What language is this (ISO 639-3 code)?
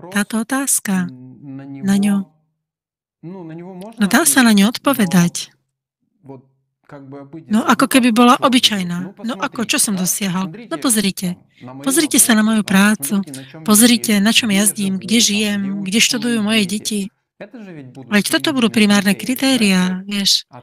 slk